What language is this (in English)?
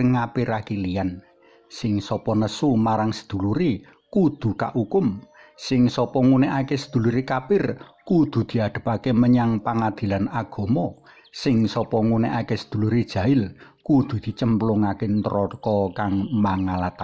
Javanese